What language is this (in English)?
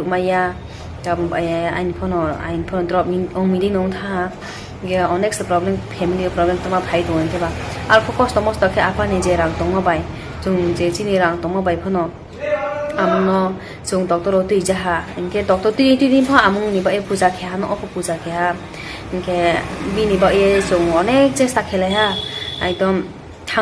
Riang (India)